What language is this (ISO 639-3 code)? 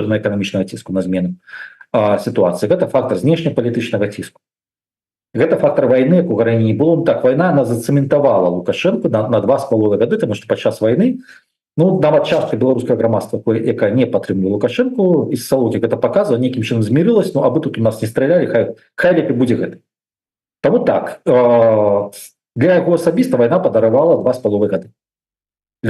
bel